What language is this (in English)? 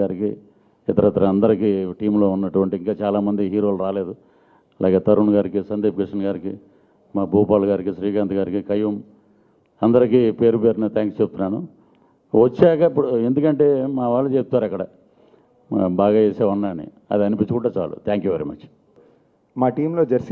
Telugu